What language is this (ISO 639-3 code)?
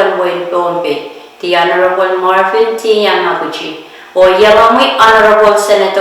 pon